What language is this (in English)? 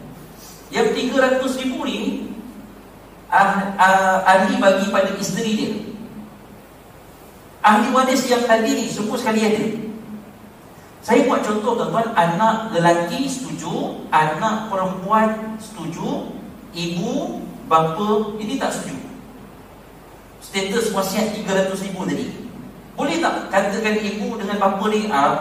Malay